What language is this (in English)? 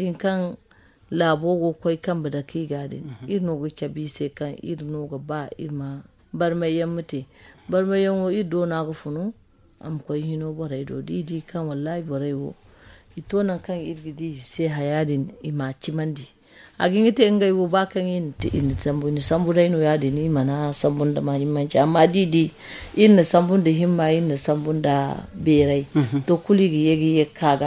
Zarma